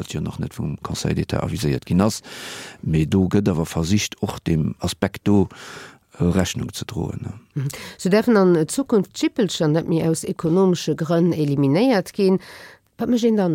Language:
Luxembourgish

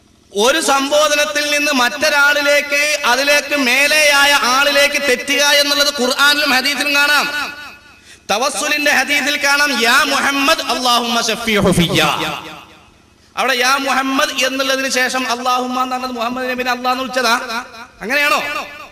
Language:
Malayalam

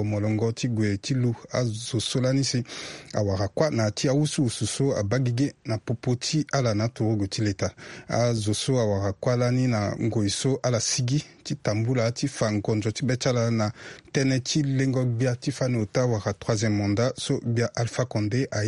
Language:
Sango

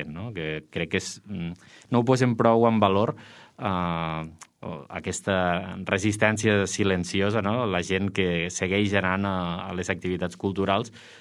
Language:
Catalan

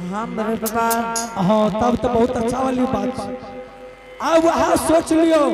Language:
Angika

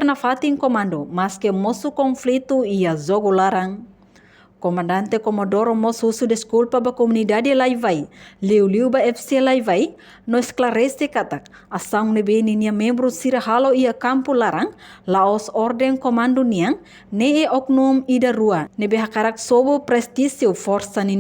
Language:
Tetum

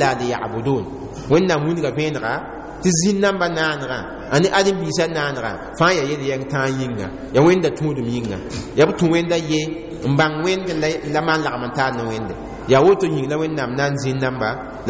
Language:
Mossi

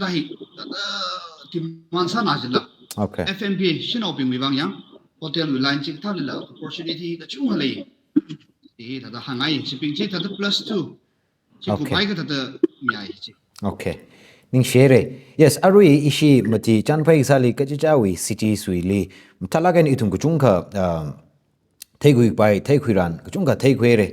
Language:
Tangkhul Naga (India)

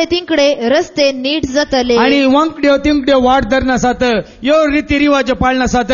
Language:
Konkani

